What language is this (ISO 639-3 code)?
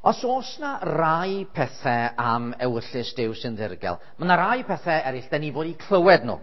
cym